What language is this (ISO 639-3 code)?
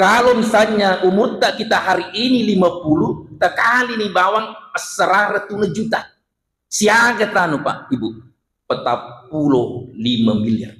bug